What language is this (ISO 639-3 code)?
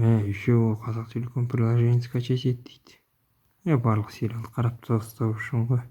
kaz